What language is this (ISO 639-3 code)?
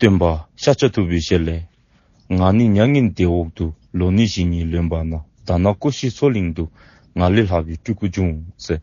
dzo